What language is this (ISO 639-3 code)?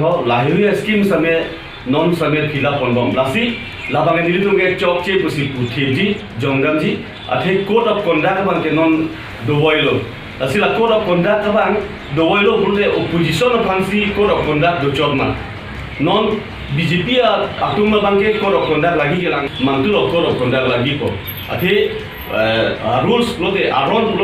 mjw